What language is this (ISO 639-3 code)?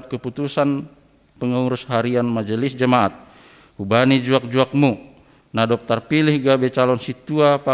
bts